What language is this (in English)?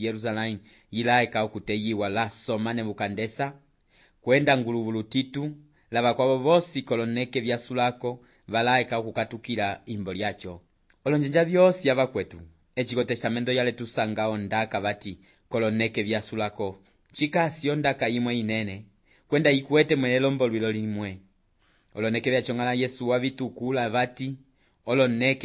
Umbundu